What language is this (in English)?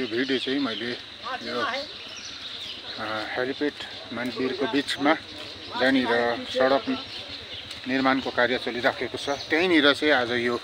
Nepali